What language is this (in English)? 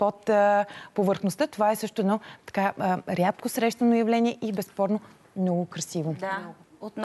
Bulgarian